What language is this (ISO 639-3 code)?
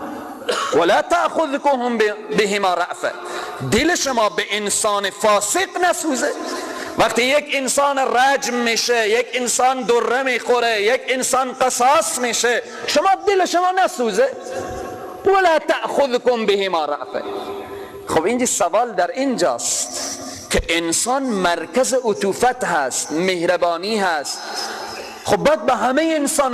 fas